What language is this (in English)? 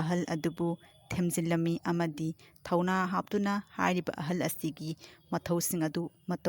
Manipuri